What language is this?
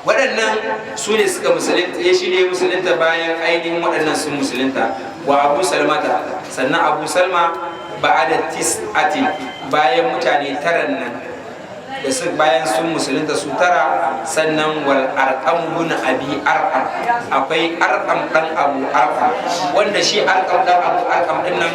Hausa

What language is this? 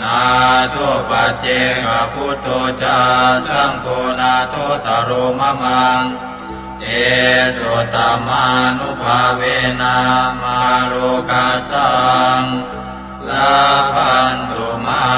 Pali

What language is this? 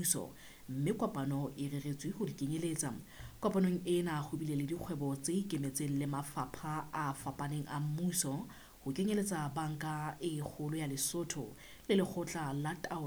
Southern Sotho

